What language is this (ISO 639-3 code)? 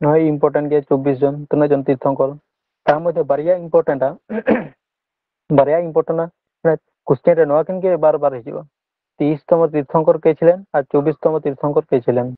sat